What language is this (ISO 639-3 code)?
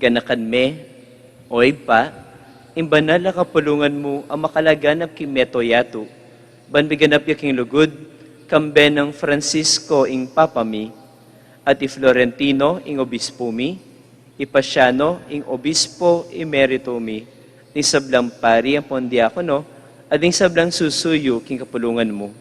pam